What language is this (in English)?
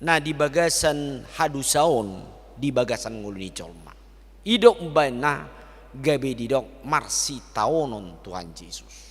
Batak Toba